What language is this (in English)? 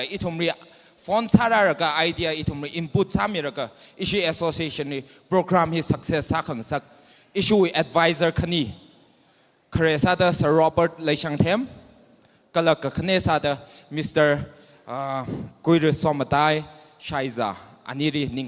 Tangkhul Naga (India)